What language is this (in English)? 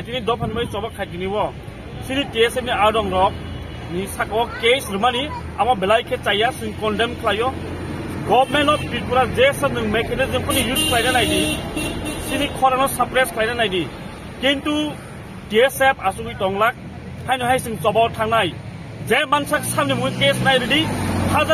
Kok Borok